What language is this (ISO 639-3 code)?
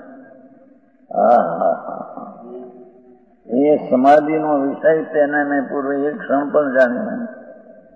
guj